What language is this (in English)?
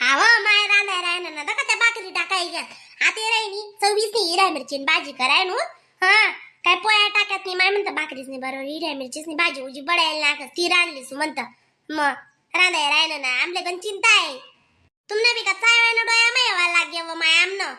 Khandesi